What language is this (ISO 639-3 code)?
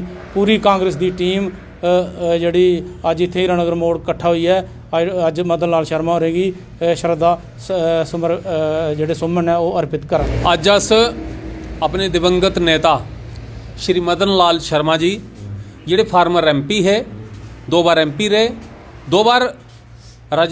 doi